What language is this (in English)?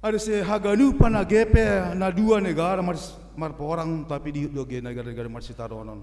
Batak Simalungun